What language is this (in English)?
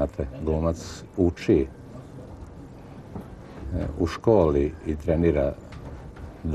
Serbian